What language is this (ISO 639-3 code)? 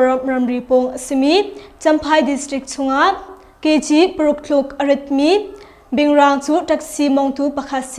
cnh